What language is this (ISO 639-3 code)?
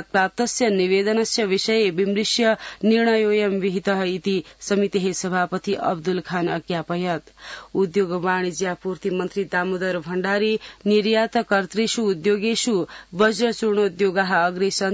san